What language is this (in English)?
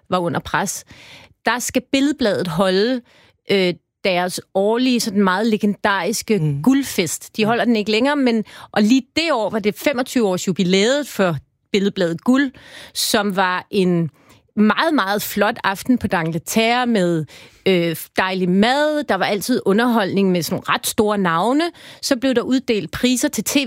Danish